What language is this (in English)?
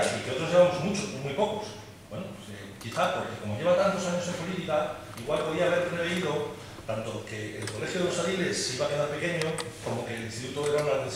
Spanish